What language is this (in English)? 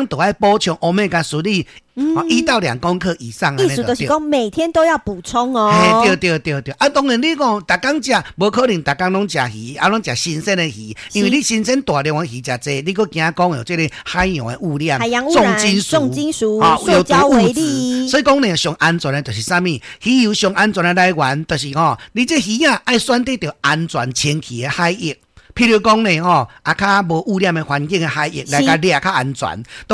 Min Nan Chinese